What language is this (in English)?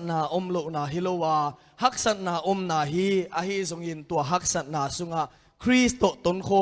Tedim Chin